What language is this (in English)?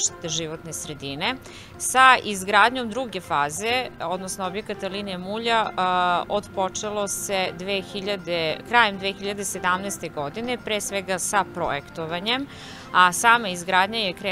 Serbian